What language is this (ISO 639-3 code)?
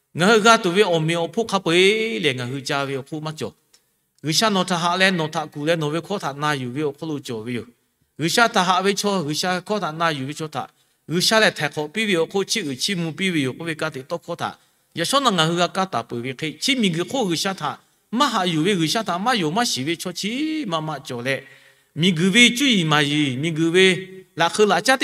lhu